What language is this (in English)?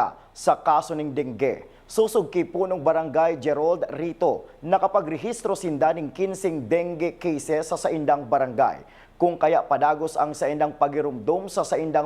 Bikol